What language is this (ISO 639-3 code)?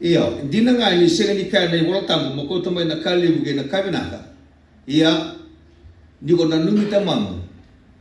fij